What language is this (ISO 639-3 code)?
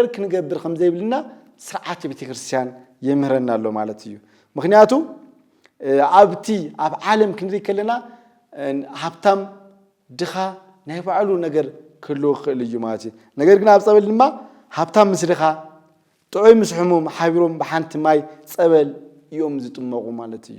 tir